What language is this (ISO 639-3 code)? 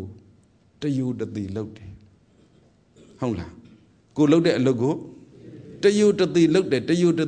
mya